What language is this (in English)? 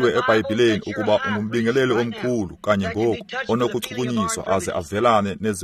Xhosa